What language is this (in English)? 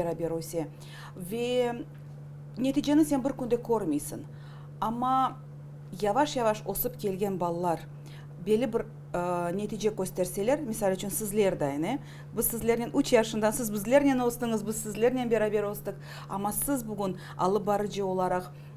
Crimean Tatar